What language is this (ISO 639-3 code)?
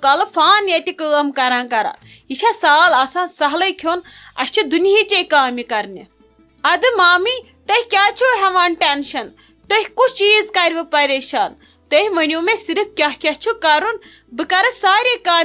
kas